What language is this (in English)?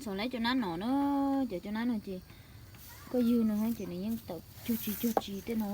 Hmong